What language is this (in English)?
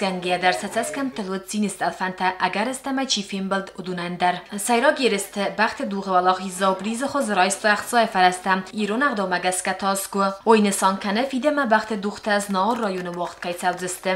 Ossetic